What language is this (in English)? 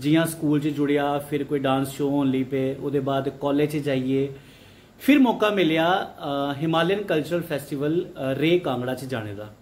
Dogri